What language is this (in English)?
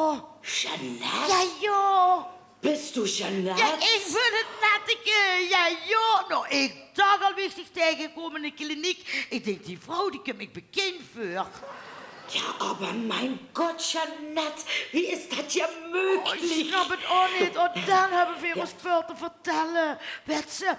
Limburgish